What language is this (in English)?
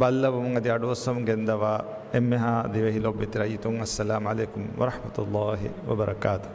Divehi